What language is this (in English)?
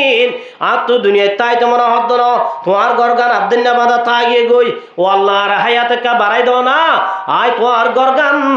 Rohingya